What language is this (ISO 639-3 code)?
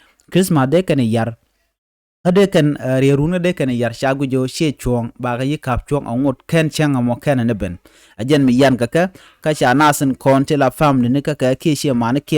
nus